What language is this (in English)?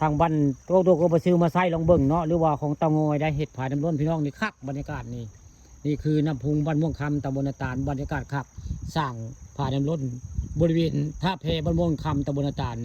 Northeastern Thai